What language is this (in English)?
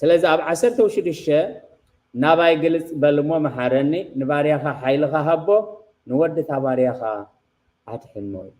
Tigrinya